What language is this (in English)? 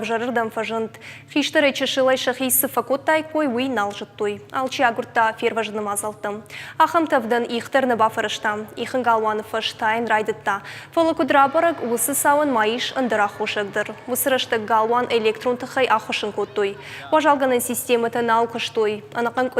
Ossetic